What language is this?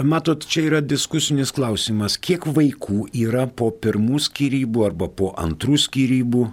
Lithuanian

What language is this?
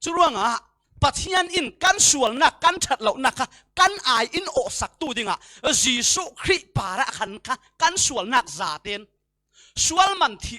Falam Chin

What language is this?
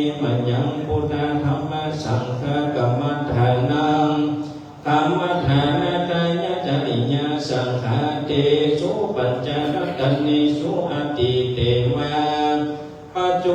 Pali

